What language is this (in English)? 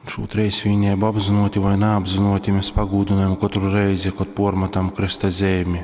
Latgalian